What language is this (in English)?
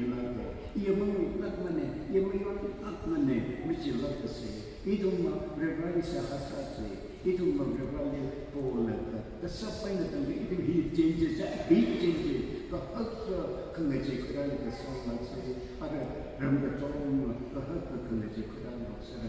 Tangkhul Naga (India)